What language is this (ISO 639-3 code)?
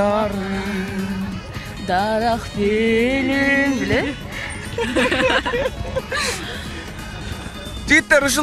kir